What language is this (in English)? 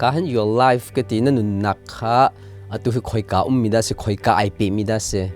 Hakha Chin